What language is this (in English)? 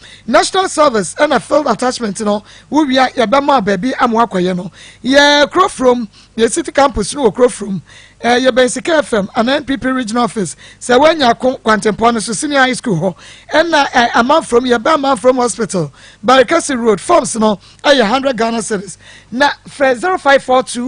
Akan